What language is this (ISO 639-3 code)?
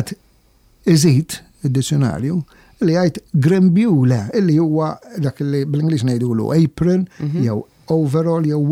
mlt